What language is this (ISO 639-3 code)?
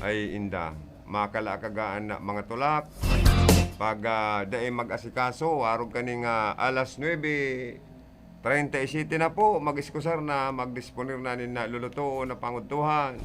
bik